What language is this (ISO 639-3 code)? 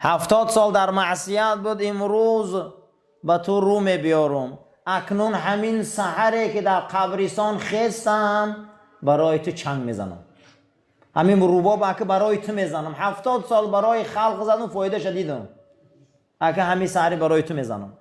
tgk